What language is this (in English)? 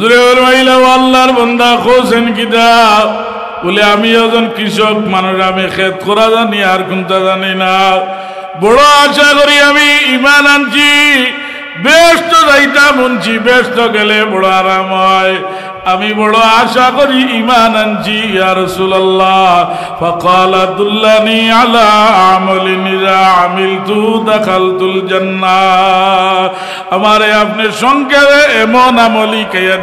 Sylheti